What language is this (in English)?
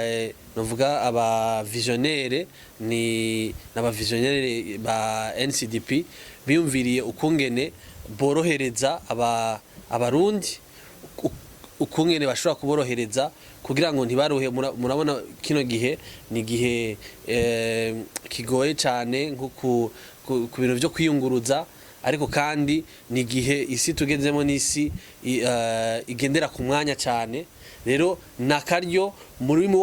Rundi